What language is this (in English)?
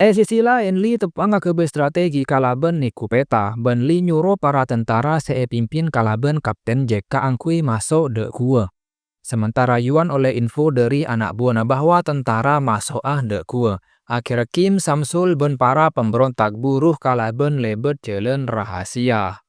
Madurese